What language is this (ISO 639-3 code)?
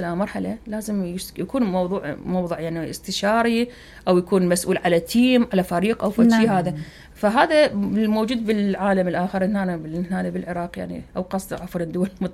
acm